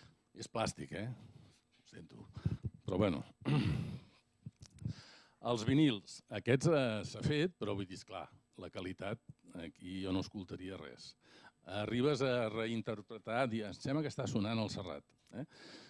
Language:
Catalan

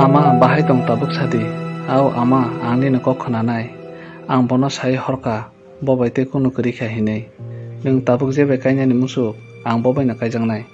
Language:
Kok Borok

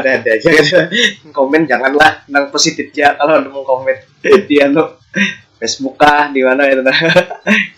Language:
Banjar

